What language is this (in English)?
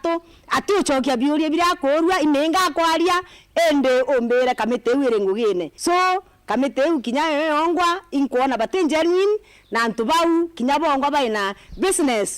Meru